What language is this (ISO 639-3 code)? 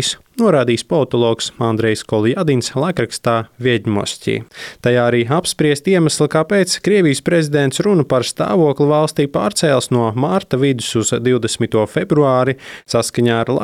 lav